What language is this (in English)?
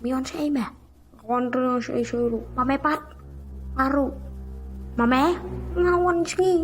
Khasi